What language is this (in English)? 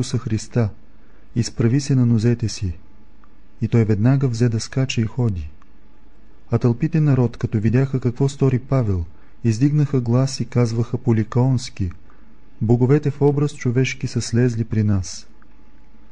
Bulgarian